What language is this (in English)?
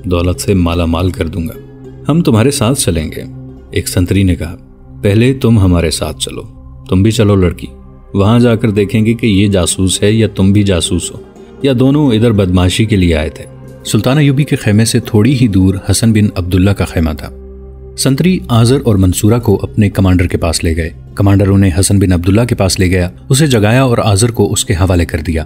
Urdu